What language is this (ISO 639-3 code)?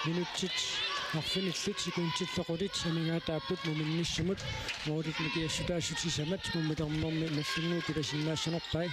kal